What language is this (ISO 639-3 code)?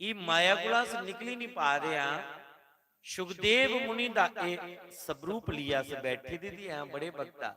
doi